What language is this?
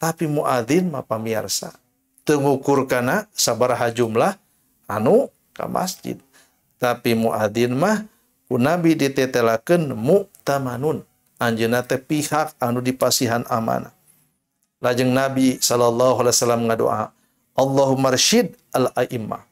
Sundanese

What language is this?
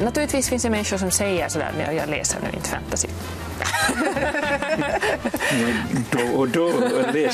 Swedish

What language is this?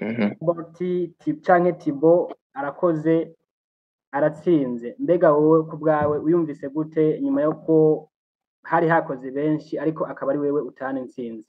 Rundi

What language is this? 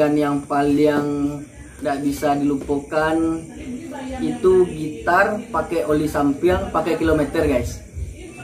Minangkabau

